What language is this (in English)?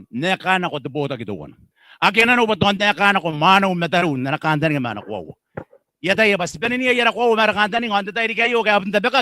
Gilbertese